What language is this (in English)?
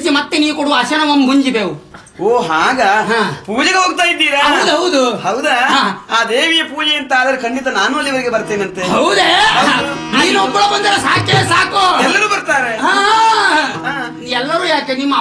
Kannada